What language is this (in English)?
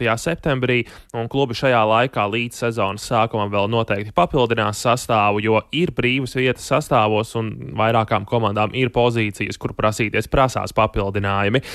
Latvian